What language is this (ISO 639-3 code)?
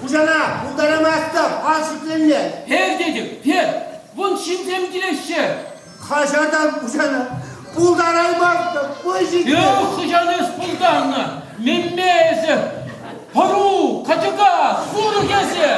chv